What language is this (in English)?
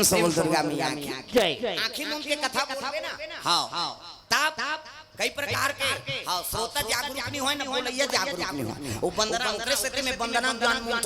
Chhattisgarhi